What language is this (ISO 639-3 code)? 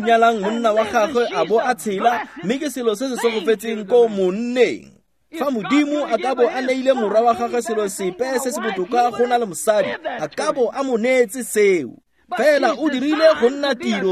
tsn